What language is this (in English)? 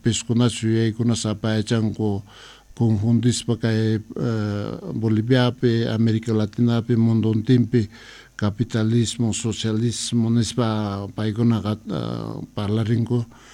Quechua